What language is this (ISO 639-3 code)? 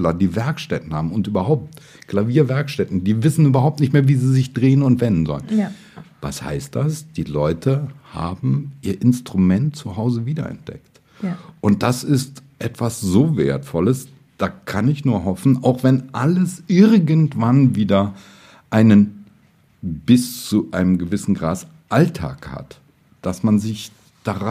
deu